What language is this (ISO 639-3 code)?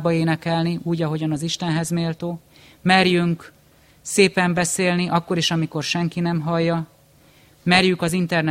hun